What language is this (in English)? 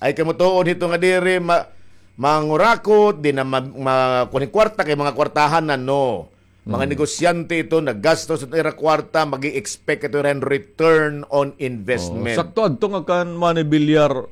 Waray